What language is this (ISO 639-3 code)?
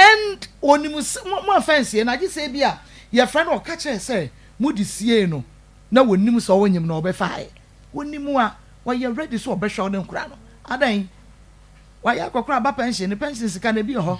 aka